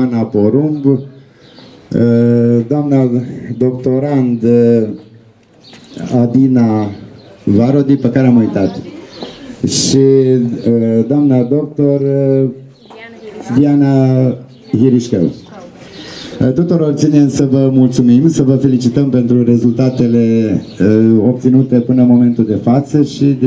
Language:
Romanian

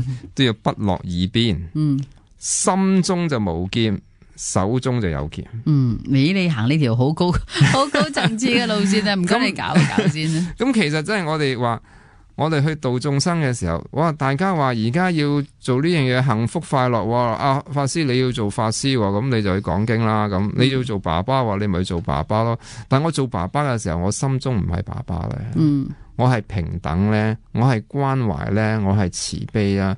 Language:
Cantonese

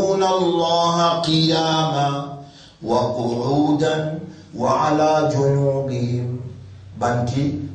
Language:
Morisyen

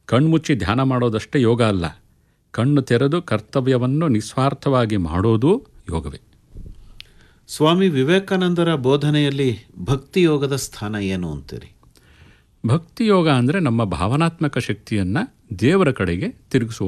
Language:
Kannada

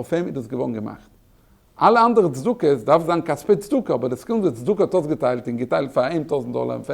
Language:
Yiddish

